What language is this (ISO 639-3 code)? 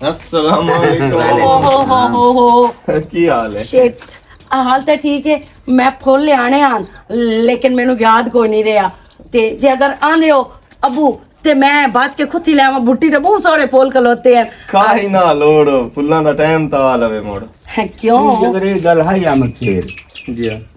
lah